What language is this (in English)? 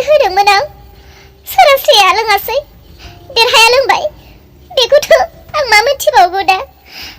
Bodo